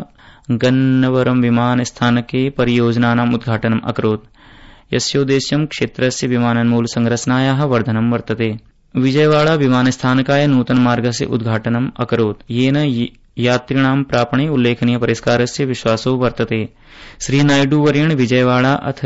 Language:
Sanskrit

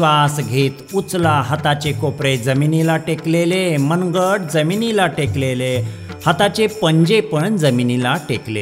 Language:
Marathi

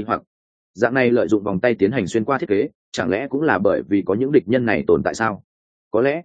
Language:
Vietnamese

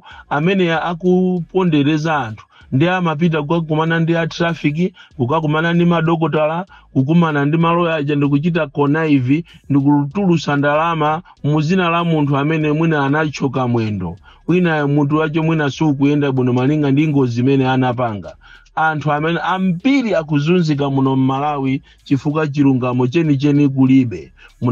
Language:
Nyanja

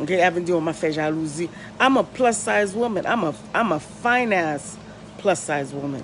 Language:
Haitian Creole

